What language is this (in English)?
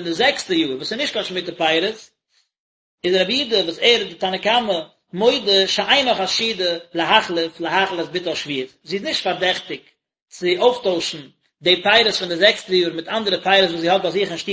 Yiddish